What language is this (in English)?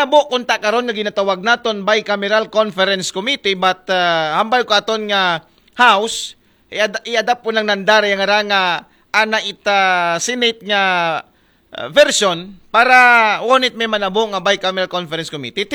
Aklanon